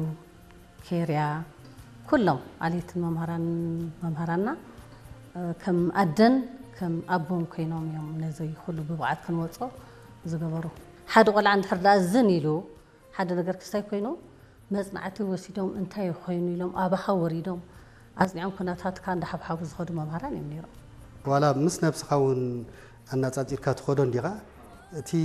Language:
Tigrinya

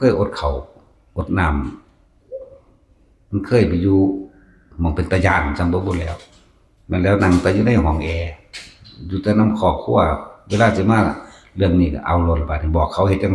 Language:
Northeastern Thai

